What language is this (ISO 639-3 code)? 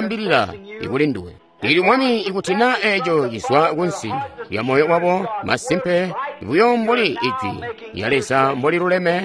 toi